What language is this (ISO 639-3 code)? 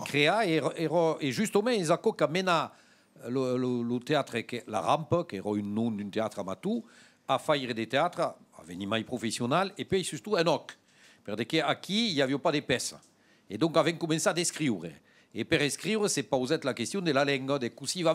oci